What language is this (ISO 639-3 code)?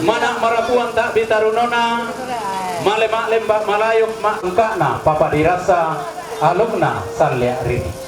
sda